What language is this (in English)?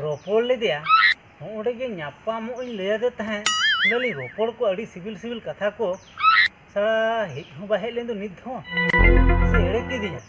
Santali